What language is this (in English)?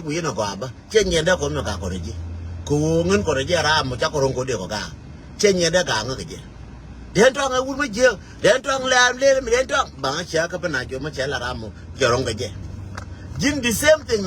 Nuer